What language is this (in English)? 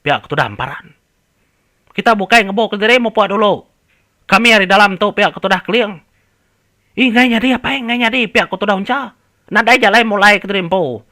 Iban